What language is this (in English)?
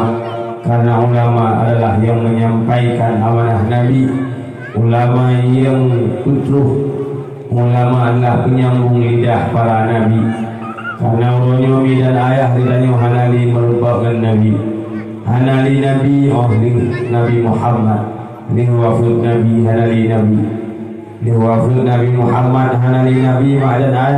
Achinese